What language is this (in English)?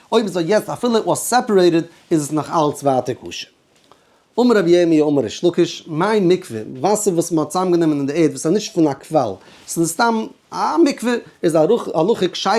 Yiddish